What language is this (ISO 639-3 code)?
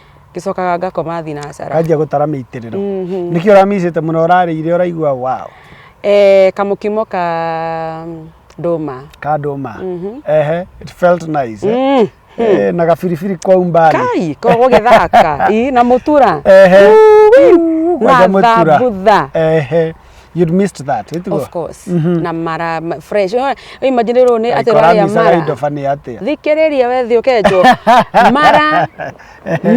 kik